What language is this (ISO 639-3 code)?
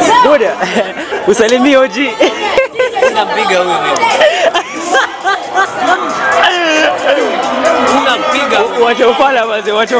swa